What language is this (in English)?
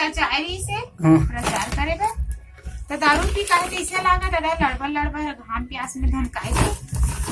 Chhattisgarhi